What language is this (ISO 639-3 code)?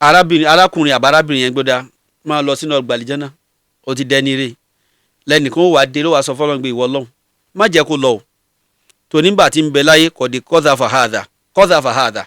yor